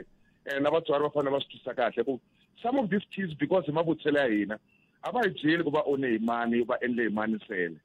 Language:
Tsonga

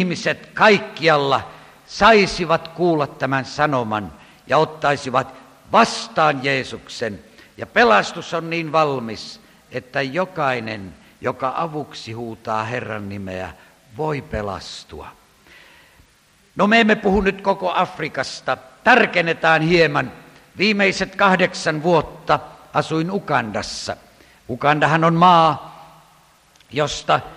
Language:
Finnish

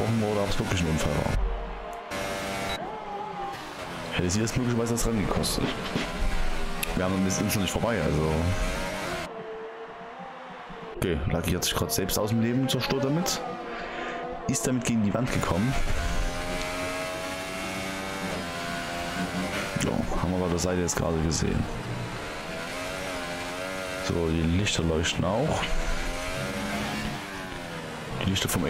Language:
German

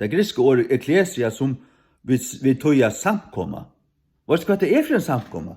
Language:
Faroese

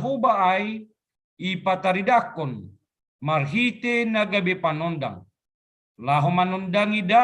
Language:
Batak Simalungun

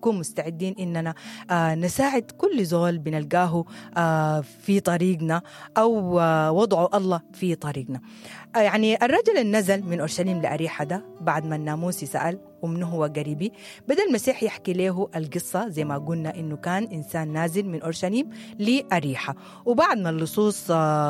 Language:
Sudanese Arabic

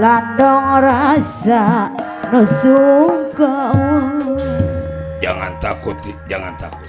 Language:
Betawi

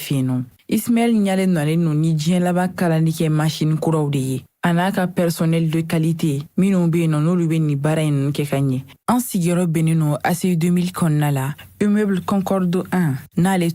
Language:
Bambara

